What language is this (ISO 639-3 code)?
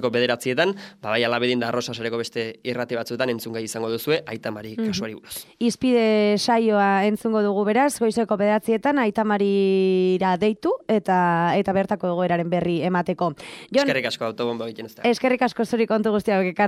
eus